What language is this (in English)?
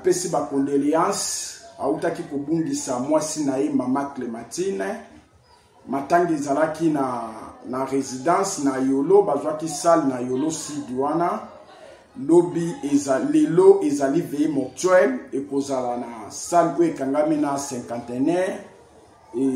Lingala